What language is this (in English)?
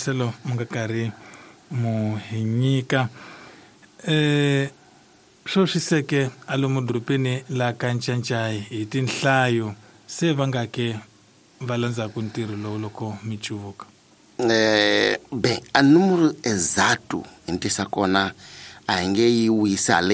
Tsonga